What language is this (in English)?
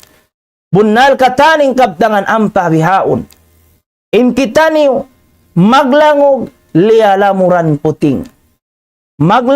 Tausug